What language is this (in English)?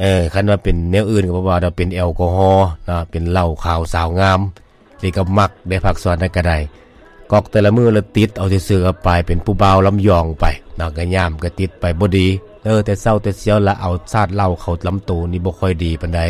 Lao